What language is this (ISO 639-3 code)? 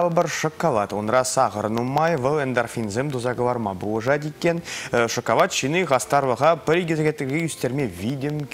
chv